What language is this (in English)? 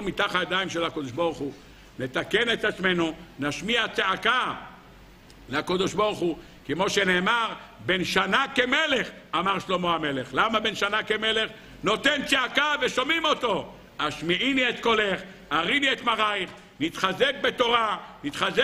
Hebrew